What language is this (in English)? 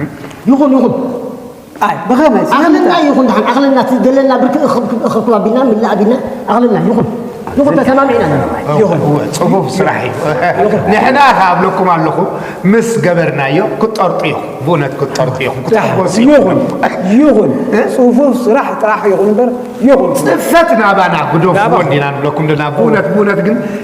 Tigrinya